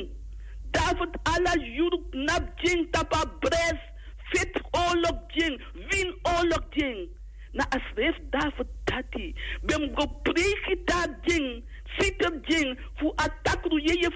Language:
Sranan Tongo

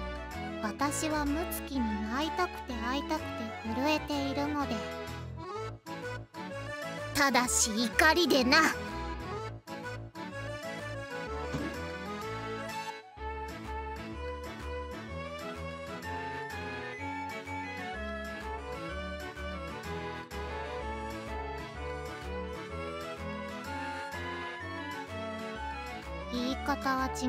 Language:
Japanese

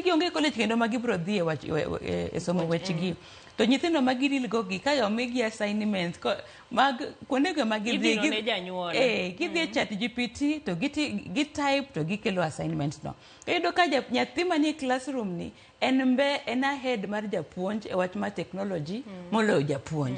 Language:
Luo (Kenya and Tanzania)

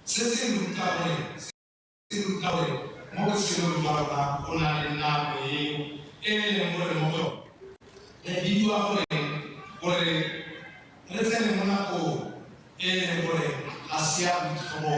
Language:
Tswana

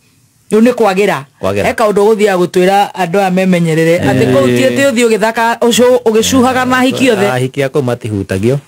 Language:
Kikuyu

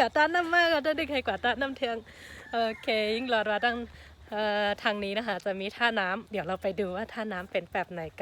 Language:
Shan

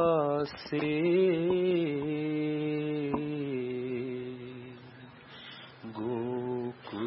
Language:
Marathi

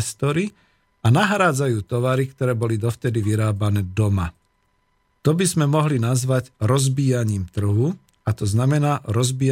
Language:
Slovak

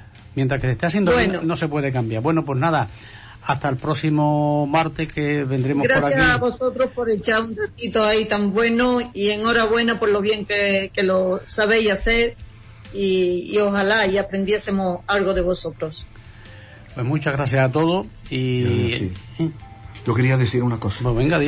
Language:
Spanish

